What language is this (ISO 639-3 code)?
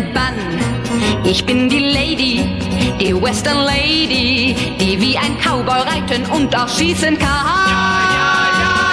deu